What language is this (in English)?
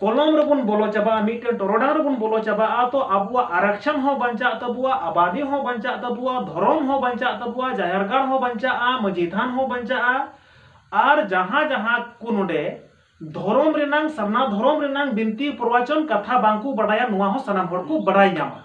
Santali